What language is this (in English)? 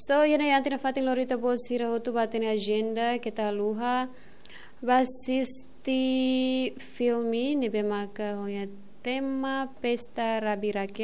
Tetum